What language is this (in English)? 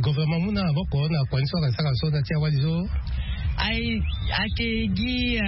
Sango